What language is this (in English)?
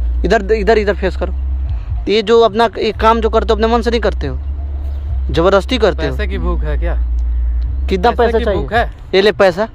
Hindi